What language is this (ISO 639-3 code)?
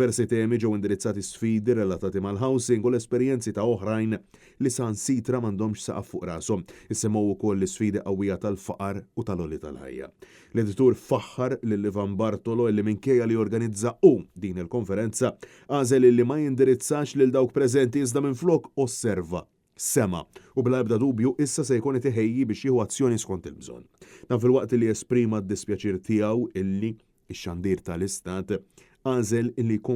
mlt